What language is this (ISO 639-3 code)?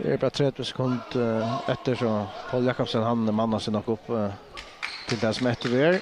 fao